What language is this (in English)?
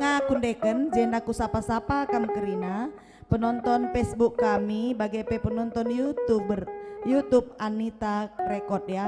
Batak Karo